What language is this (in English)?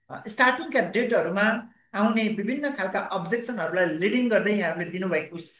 Nepali